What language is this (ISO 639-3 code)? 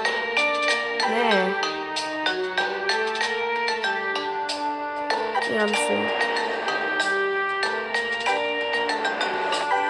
hrv